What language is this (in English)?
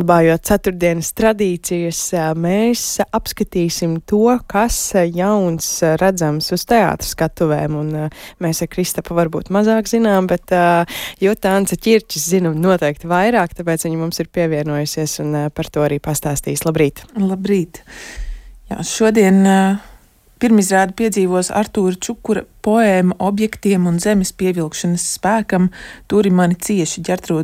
Latvian